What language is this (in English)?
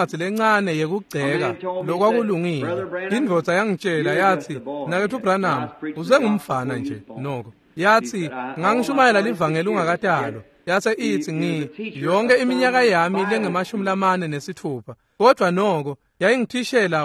Swati